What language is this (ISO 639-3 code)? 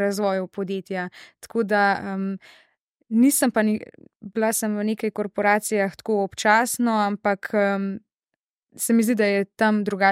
slv